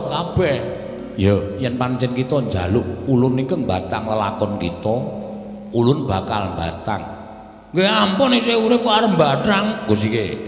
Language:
Javanese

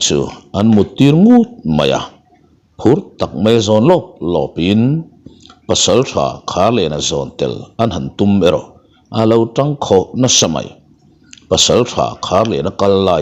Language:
Mizo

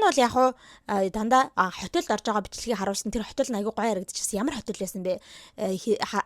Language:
Mongolian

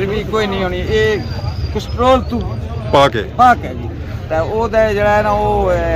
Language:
Pahari-Potwari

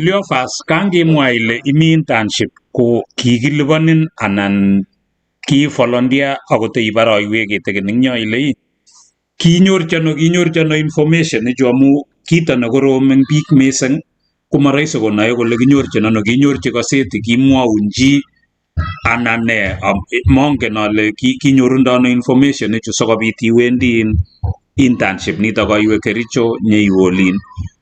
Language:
Kalenjin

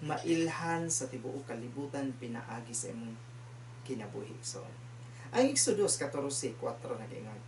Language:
Cebuano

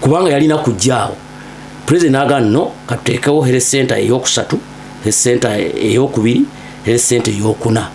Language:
Ganda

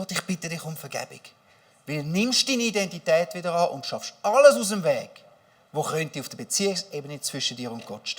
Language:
Swiss German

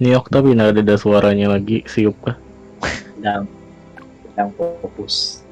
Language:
Banjar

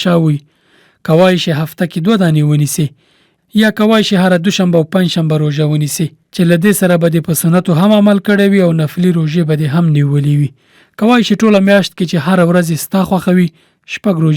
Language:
Pashto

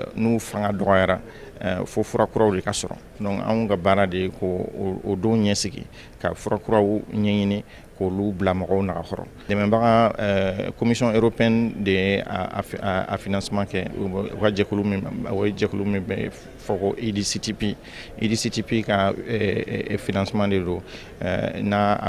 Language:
Bambara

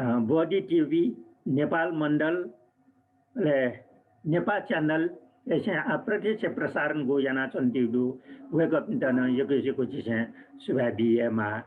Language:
Newari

